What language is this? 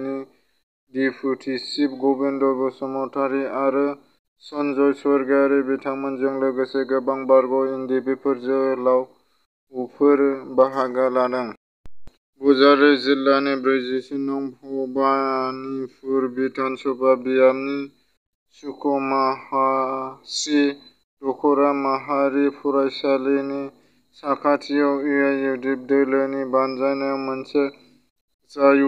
Bodo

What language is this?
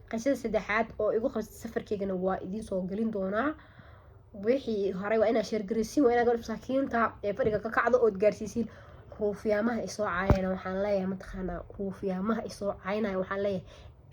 Somali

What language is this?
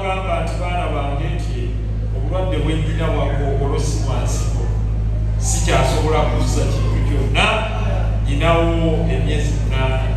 Ganda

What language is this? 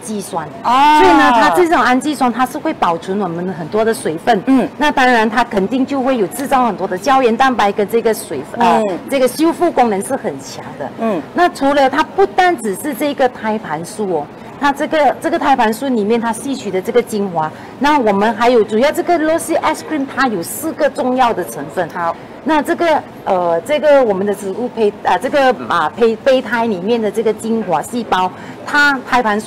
Chinese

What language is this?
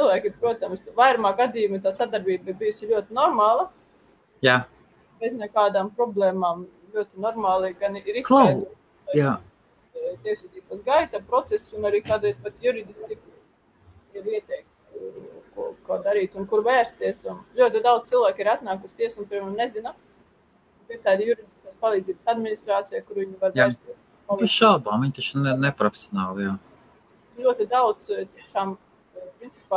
Latvian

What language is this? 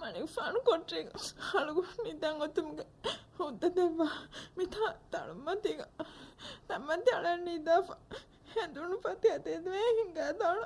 Divehi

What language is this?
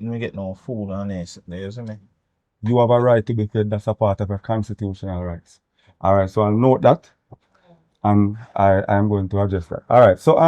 Jamaican Creole English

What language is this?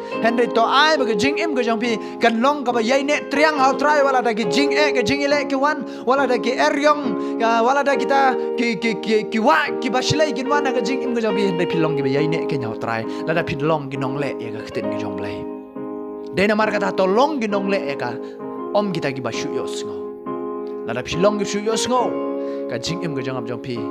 Khasi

